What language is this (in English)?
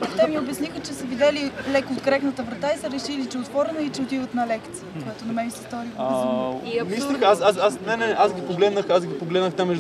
Bulgarian